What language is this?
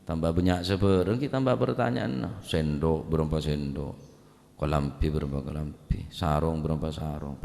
Madurese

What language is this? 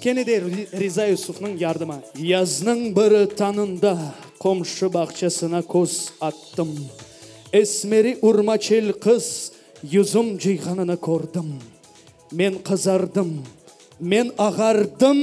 Crimean Tatar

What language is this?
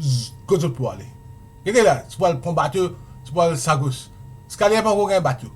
Morisyen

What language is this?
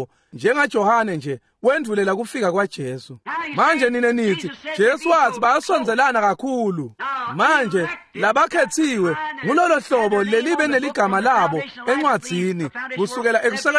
Swati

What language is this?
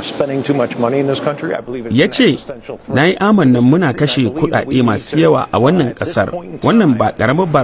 Hausa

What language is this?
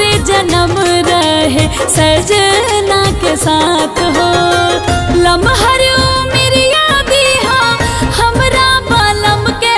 Bhojpuri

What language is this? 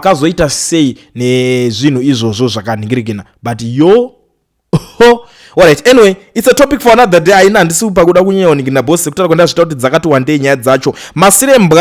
Shona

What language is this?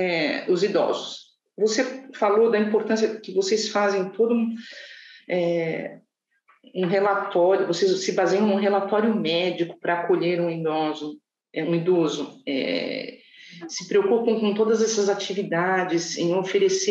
Portuguese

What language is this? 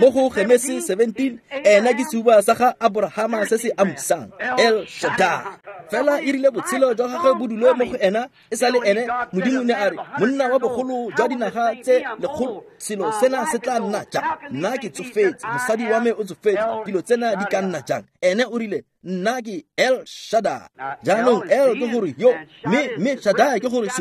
Tswana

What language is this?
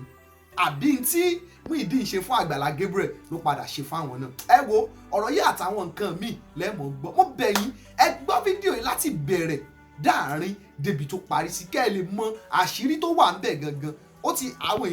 Yoruba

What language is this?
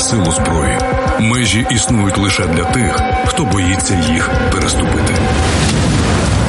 Ukrainian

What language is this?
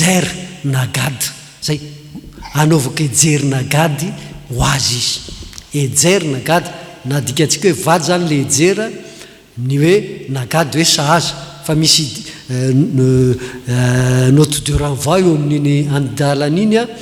Malagasy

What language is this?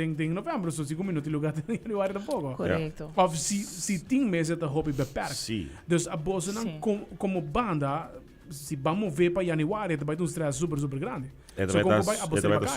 Papiamento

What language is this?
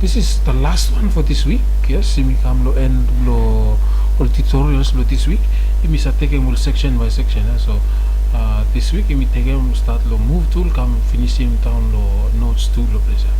Bislama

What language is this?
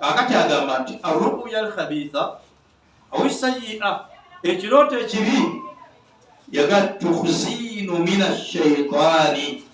Ganda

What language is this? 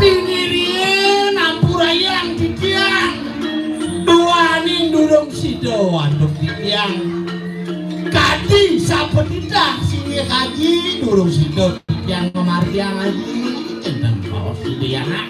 Balinese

